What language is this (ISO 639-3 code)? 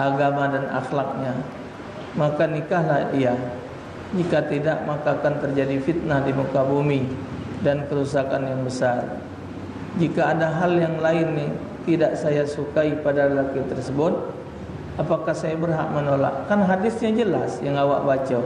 mui